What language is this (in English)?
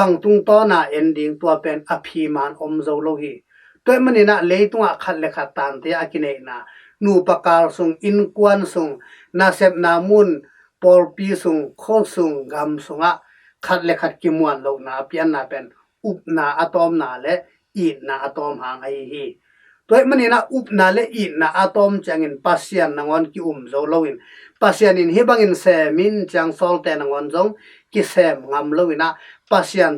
Tedim Chin